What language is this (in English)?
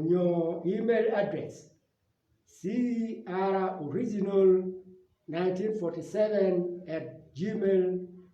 Acoli